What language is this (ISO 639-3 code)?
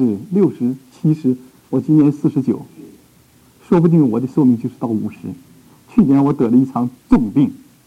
zho